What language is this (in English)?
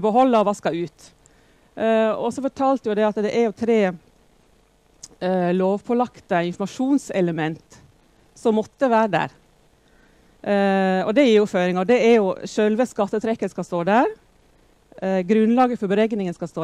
Norwegian